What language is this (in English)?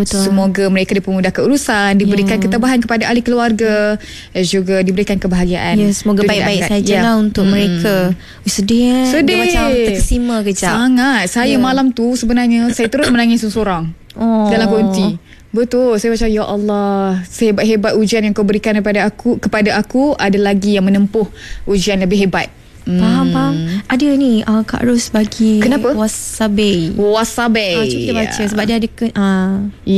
Malay